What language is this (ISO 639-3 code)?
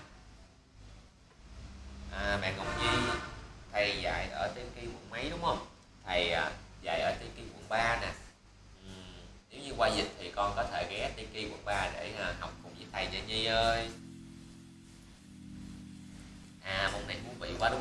vie